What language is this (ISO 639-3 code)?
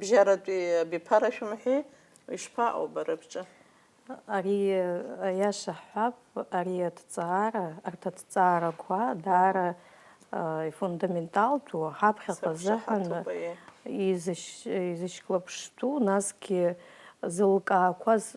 abk